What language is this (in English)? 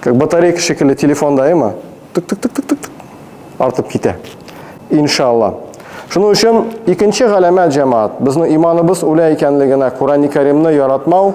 Tatar